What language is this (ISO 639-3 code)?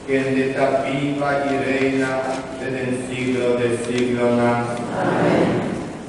pap